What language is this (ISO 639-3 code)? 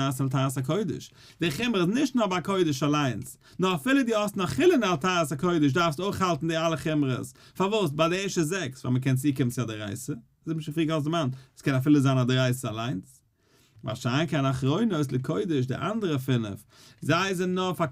yid